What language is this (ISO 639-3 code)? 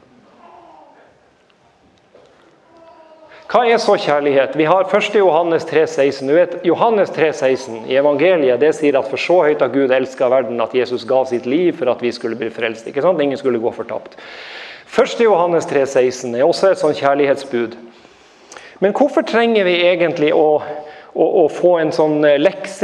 nor